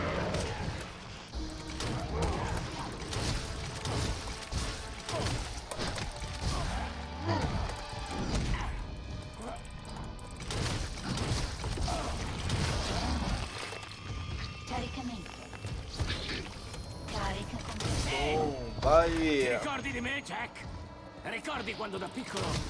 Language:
Italian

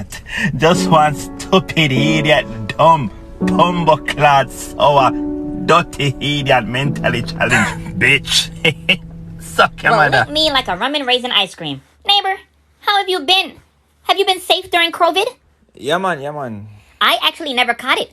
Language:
Jamaican Creole English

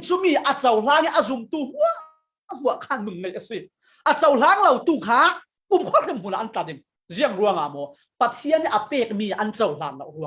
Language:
Falam Chin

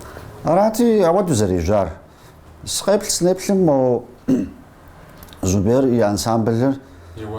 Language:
Kabardian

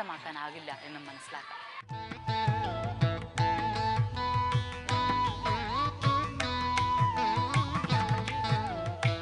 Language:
Malayalam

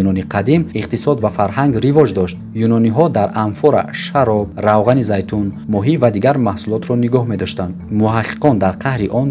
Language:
Tajik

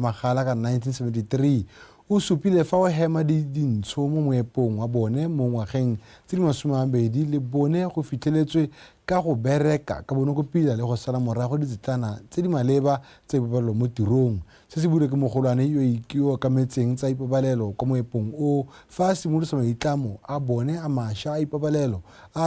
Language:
Tswana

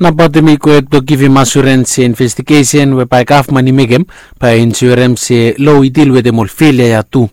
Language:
Bislama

